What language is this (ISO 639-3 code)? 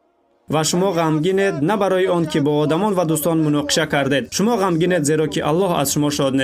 tgk